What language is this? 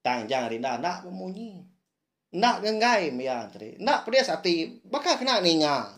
Iban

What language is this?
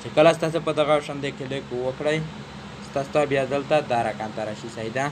Pashto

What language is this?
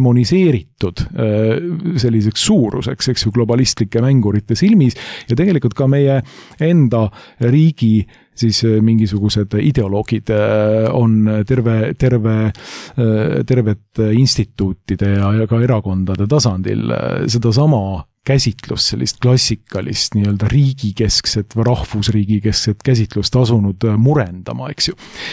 Estonian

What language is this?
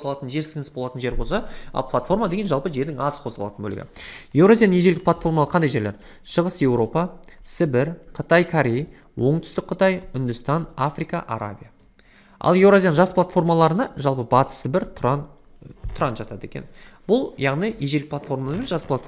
Kazakh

